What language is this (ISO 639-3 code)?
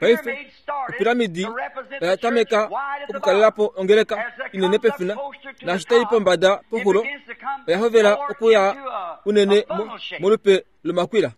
kua